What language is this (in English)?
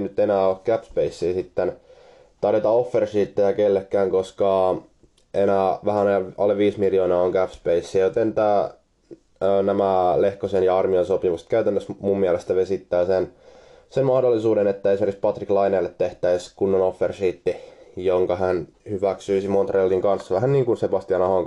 Finnish